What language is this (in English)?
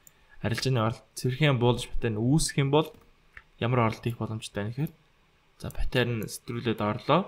Mongolian